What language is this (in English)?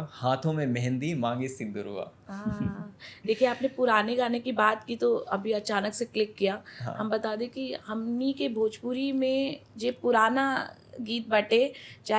Bhojpuri